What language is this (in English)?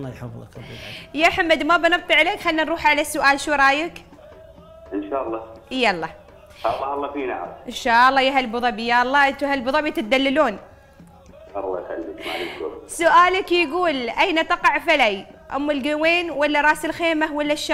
Arabic